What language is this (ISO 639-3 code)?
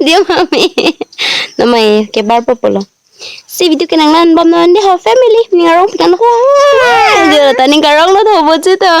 mjw